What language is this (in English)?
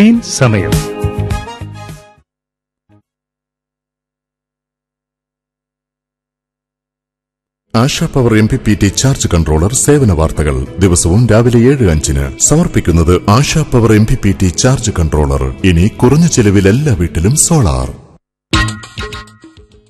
Malayalam